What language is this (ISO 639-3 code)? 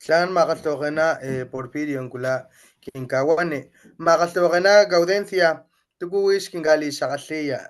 top